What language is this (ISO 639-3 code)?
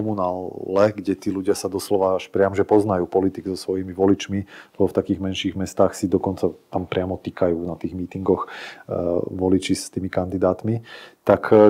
slk